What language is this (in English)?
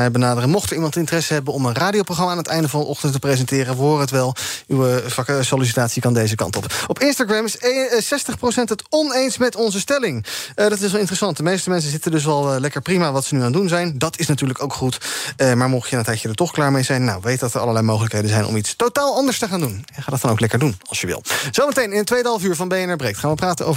Dutch